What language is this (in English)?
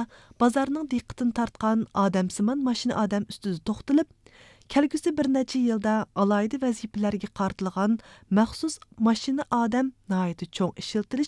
Uyghur